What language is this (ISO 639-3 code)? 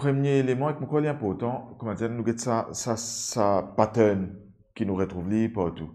mfe